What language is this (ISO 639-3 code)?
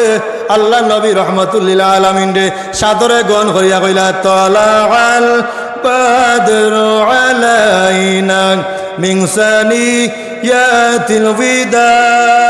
syl